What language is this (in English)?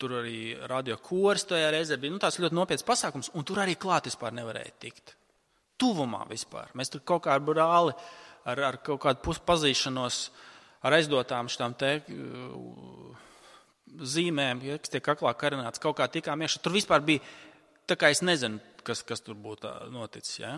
Latvian